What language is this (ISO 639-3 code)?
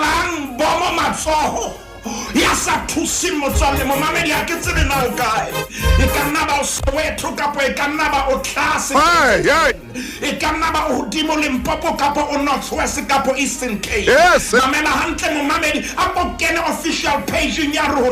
sot